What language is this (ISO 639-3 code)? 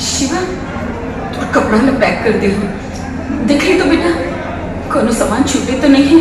hne